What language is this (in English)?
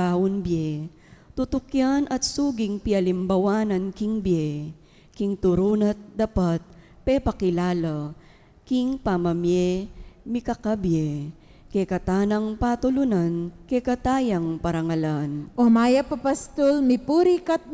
Pampanga